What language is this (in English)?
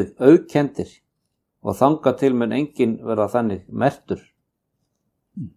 Icelandic